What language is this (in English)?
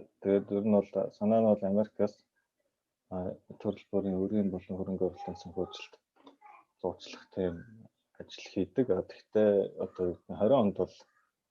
Mongolian